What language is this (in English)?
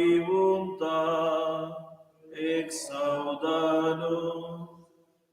Romansh